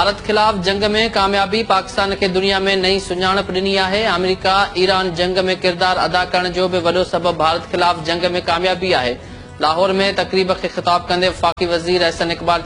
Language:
Sindhi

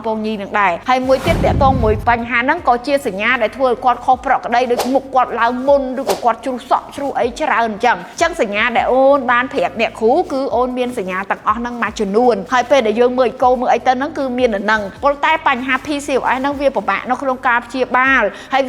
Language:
Khmer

